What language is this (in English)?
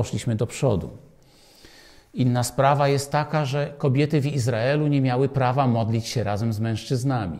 Polish